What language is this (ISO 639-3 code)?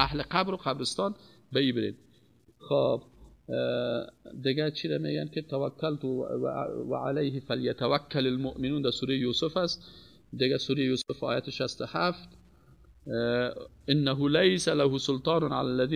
fas